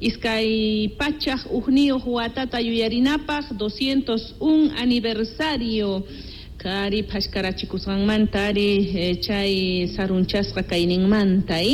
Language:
Quechua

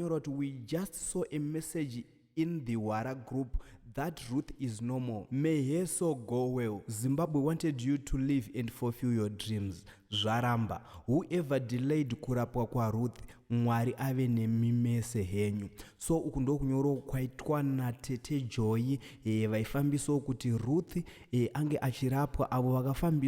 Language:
Shona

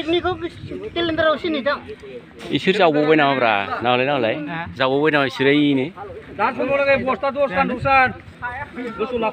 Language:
Bodo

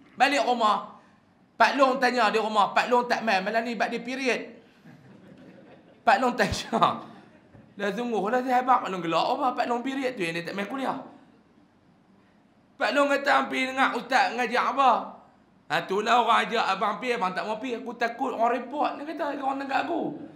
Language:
Malay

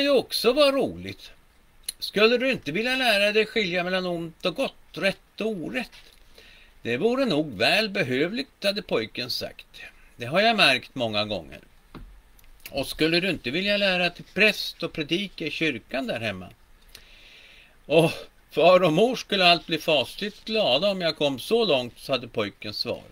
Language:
Swedish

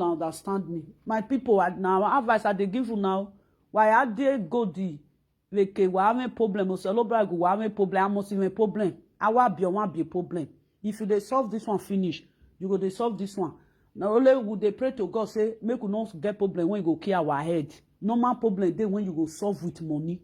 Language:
Nigerian Pidgin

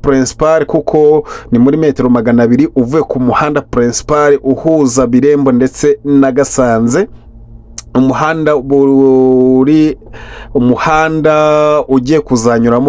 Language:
Kinyarwanda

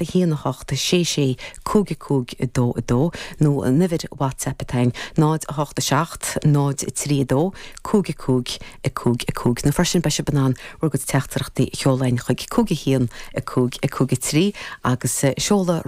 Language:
Irish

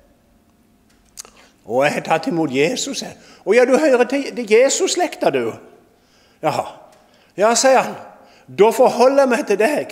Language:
Norwegian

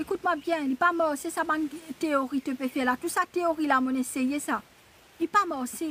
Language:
Morisyen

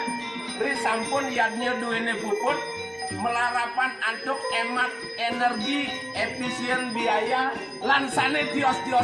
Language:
Balinese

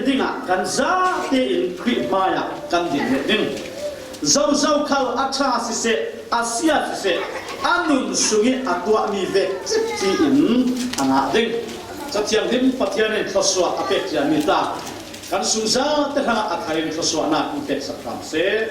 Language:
Falam Chin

